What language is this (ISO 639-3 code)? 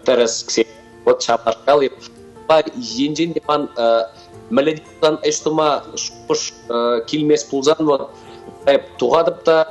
chv